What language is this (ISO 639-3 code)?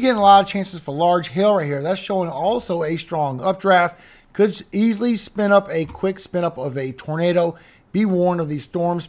eng